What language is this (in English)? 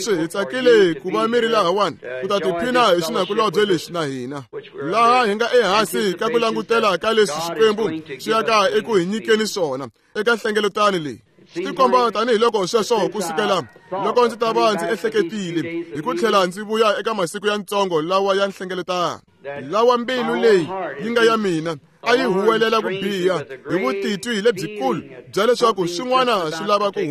Tsonga